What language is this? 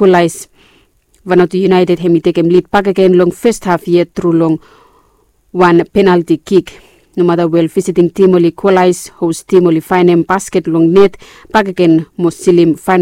Bislama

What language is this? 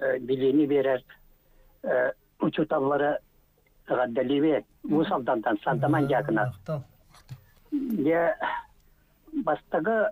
Yakut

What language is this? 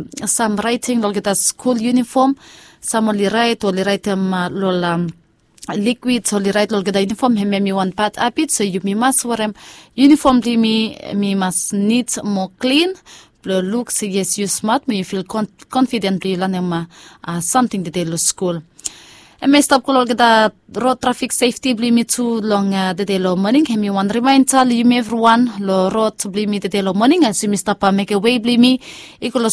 Bislama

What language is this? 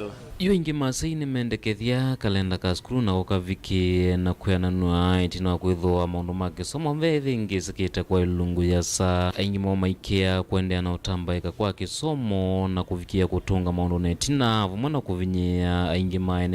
Kamba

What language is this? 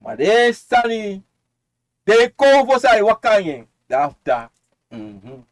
Sranan Tongo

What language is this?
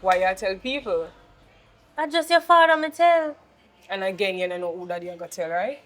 Jamaican Creole English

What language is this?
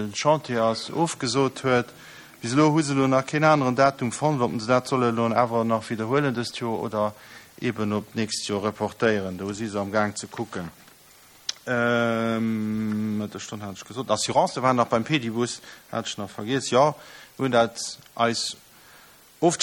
Luxembourgish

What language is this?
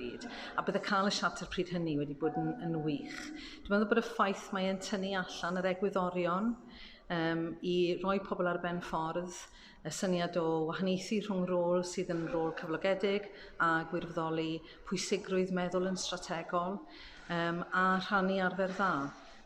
Welsh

